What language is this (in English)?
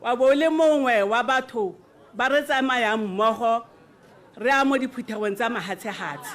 Tswana